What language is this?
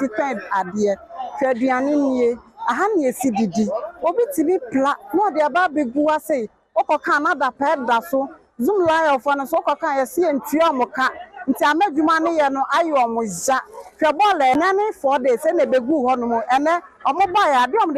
Akan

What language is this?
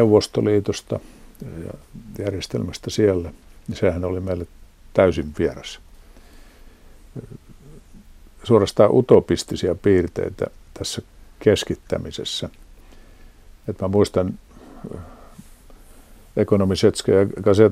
Finnish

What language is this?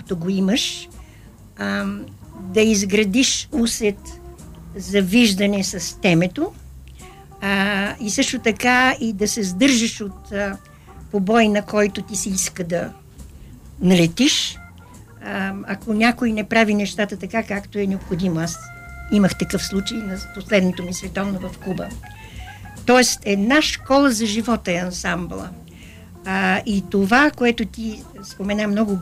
Bulgarian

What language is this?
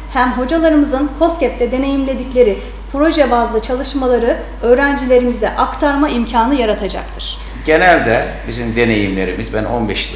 Turkish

